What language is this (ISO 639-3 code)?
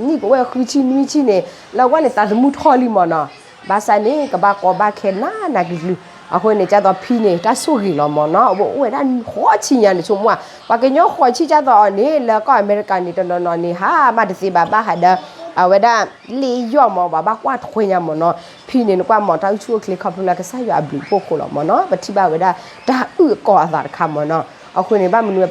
ksw